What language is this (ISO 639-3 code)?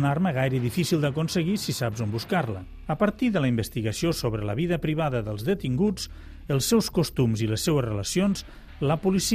cat